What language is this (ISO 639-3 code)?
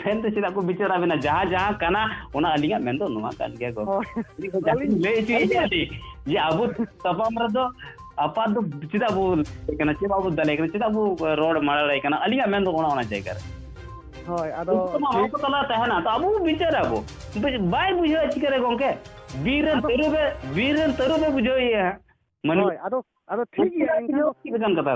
sat